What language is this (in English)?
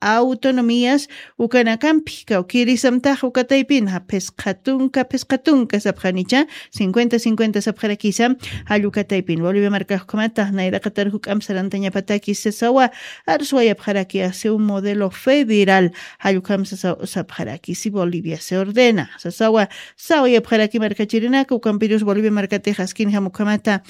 Aymara